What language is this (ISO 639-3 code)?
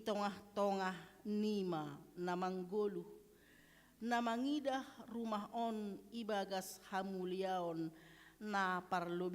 bts